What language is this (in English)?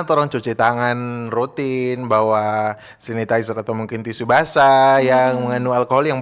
Manado Malay